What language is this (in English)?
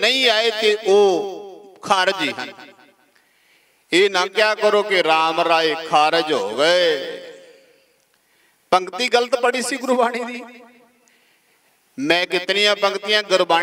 Punjabi